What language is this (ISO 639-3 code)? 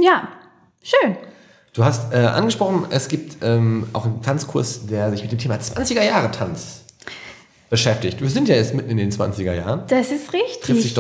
deu